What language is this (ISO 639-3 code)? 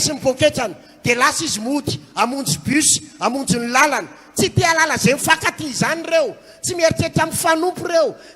mlg